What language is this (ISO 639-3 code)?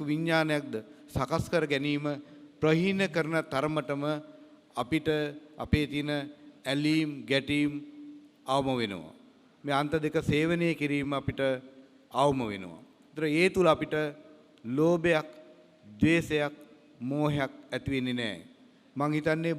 sin